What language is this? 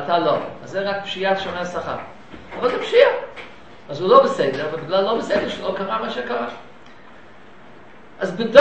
Hebrew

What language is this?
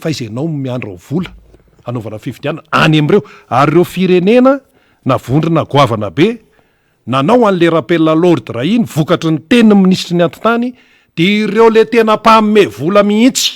Malagasy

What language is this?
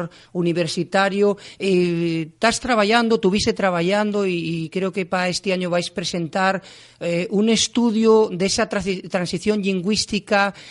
Asturian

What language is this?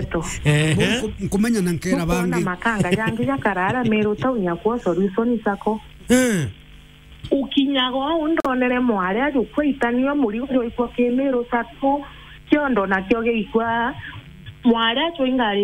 Meru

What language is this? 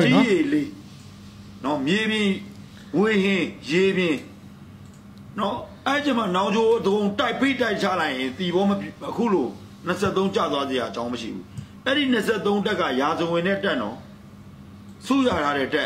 Burmese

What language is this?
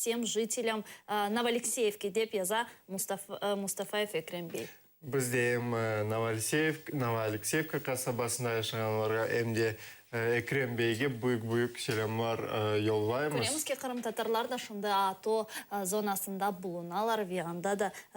Crimean Tatar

